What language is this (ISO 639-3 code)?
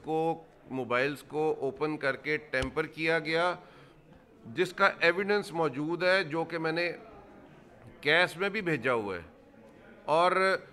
urd